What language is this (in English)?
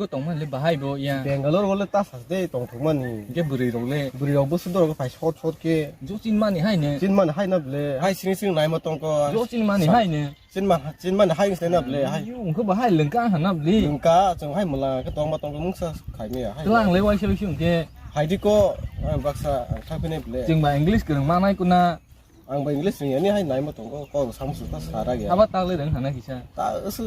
Kok Borok